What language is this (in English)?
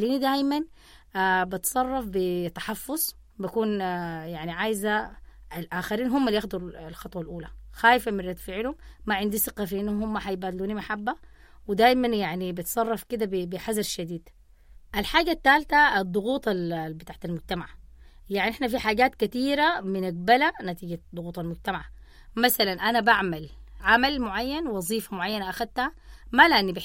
Sudanese Arabic